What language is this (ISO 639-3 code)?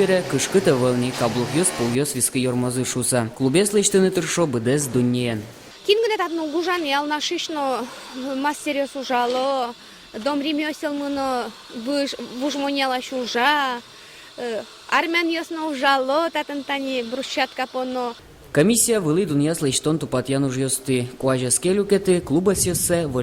udm